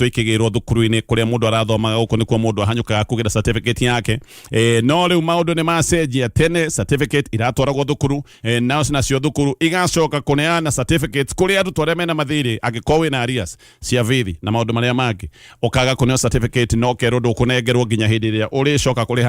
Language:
Kikuyu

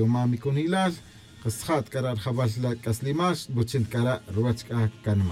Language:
Tz'utujil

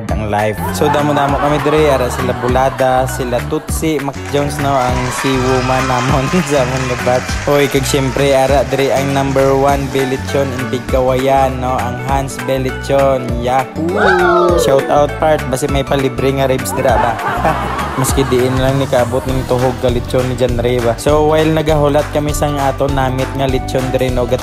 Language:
Hiligaynon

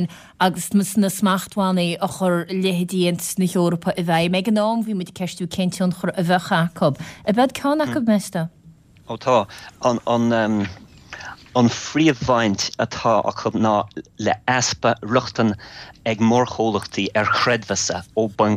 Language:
Irish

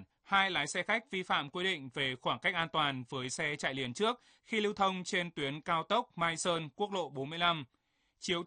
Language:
Vietnamese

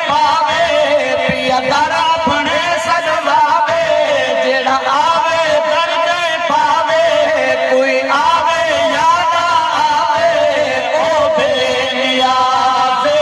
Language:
Saraiki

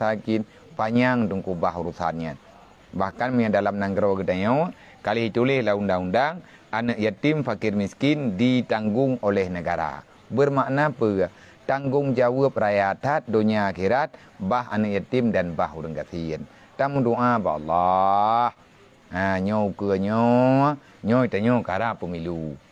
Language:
Achinese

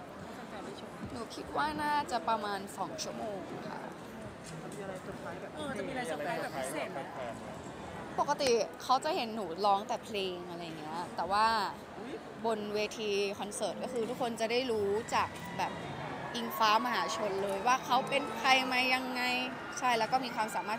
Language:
Thai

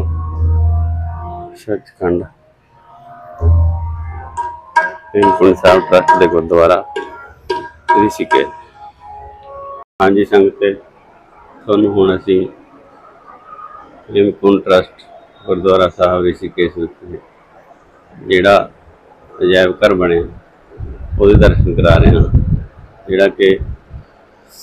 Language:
Punjabi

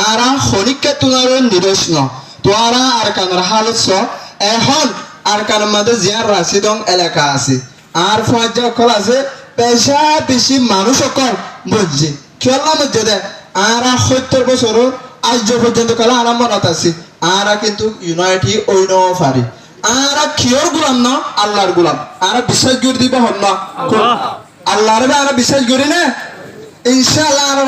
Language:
Rohingya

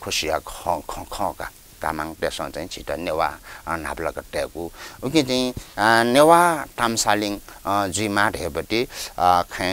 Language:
Newari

